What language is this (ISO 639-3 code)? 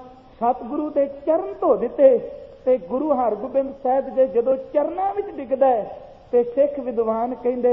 pan